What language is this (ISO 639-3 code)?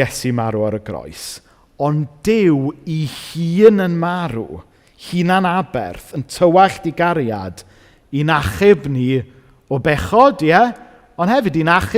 cym